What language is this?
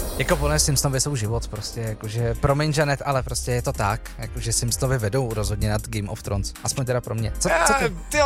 Czech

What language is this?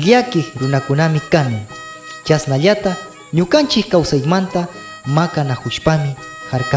Quechua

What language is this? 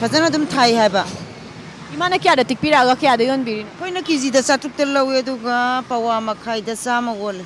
Manipuri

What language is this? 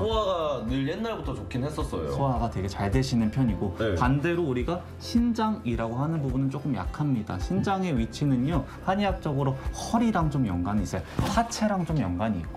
Korean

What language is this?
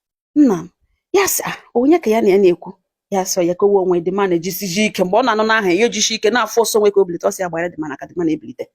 Igbo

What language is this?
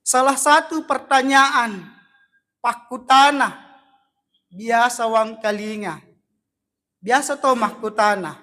Buginese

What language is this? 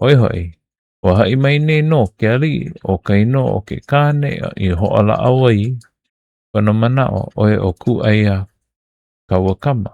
Hawaiian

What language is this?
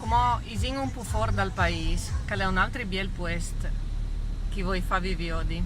Friulian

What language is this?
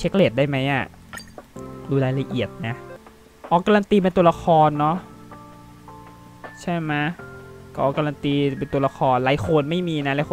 Thai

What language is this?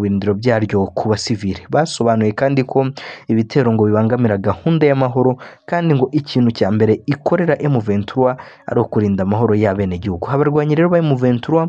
Kinyarwanda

